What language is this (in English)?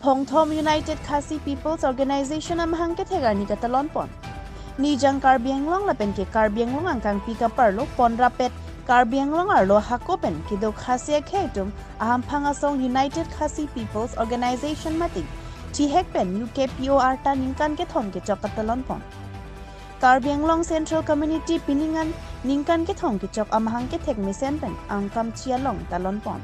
Karbi